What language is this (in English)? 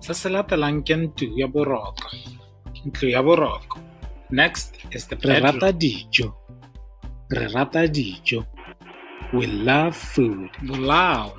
Tswana